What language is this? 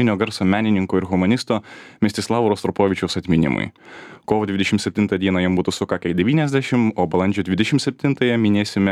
Lithuanian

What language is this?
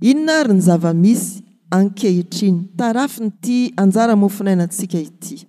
Malagasy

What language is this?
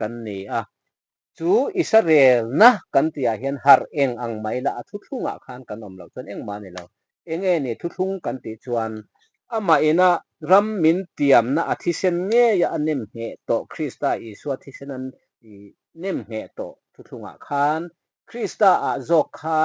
Mizo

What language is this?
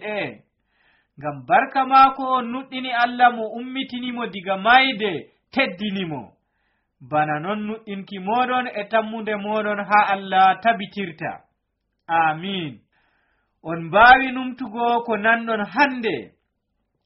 Nigerian Fulfulde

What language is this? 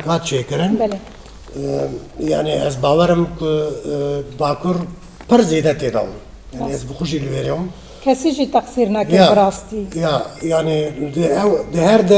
Kurdish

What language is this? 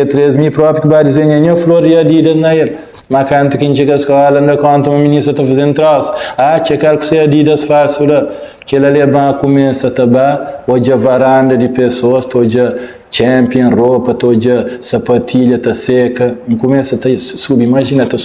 Kabuverdianu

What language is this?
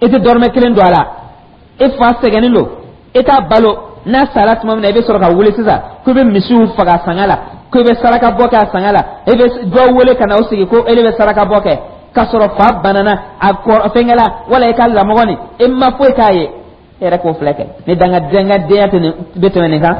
Dyula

